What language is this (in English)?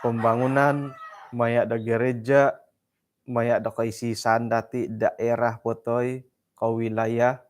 Central Dusun